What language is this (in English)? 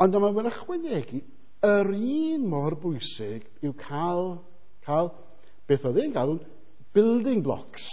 Welsh